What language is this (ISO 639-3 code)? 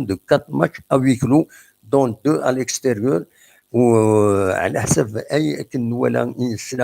kab